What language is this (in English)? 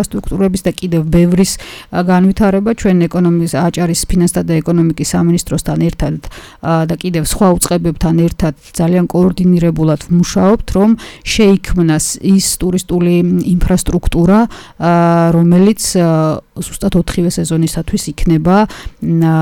Georgian